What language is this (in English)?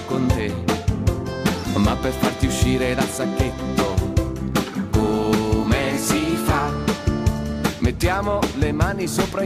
Italian